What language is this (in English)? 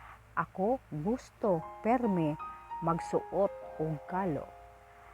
Cebuano